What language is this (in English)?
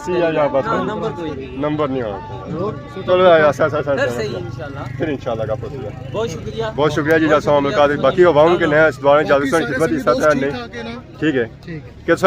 Pahari-Potwari